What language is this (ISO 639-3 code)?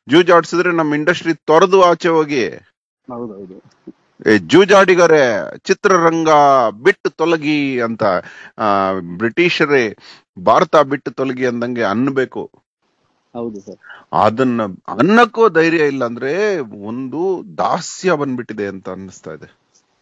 kan